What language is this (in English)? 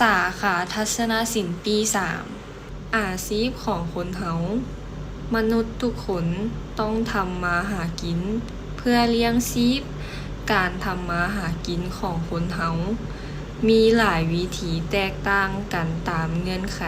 Lao